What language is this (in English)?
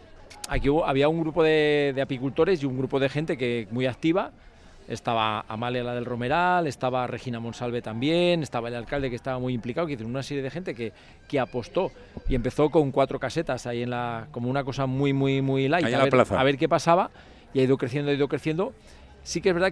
Spanish